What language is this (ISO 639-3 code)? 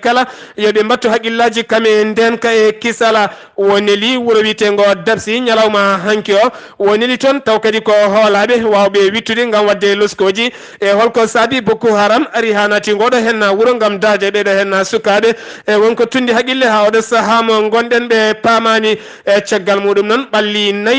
ful